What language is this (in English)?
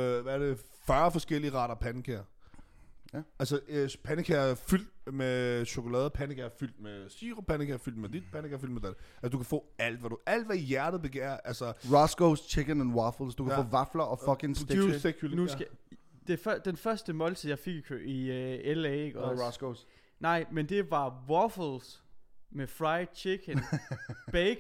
Danish